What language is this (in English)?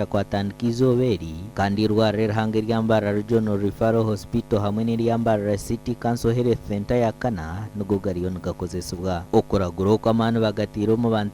Nyankole